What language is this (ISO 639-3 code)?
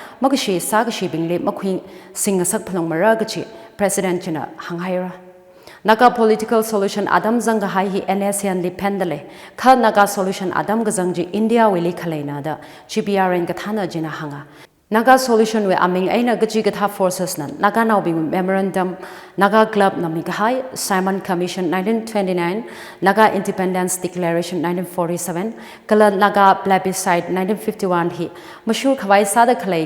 nmf